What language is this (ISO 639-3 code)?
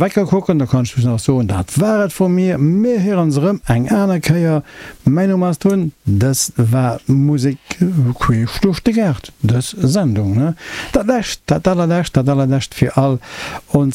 ltz